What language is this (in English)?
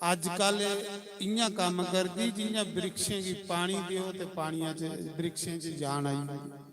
Dogri